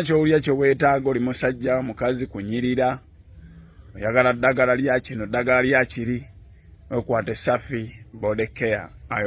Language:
Ganda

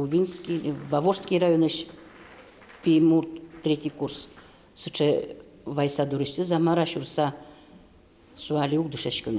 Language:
Udmurt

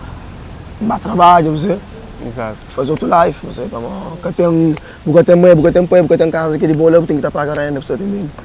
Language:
Kabuverdianu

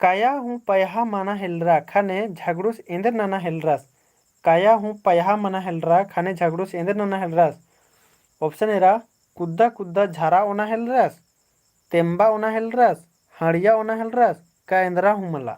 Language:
Kurukh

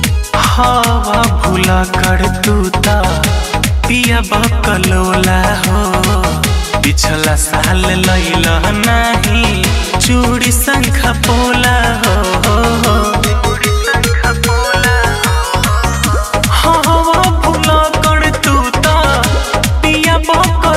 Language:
Bhojpuri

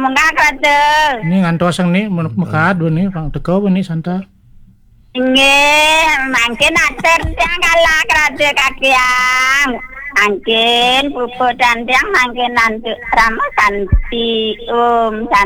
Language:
Balinese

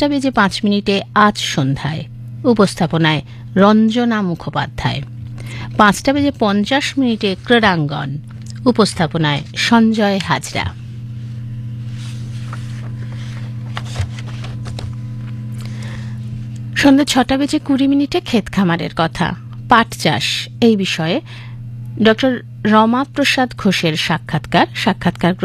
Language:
Bangla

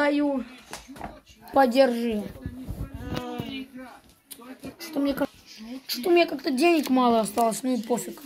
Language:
Russian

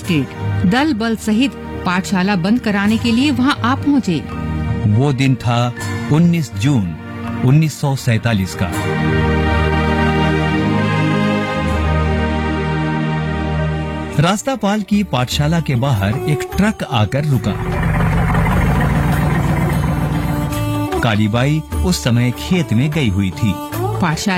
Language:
Hindi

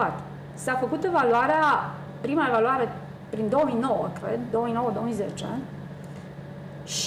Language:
Romanian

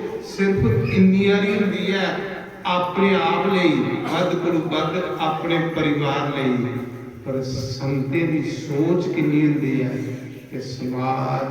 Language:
Dogri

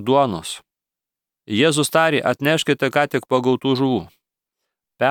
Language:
Lithuanian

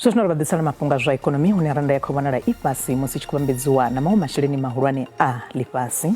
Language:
Venda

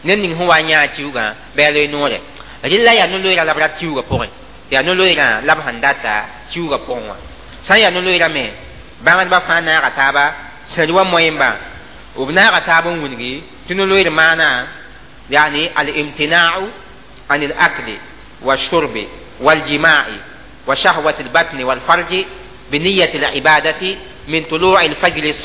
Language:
Mossi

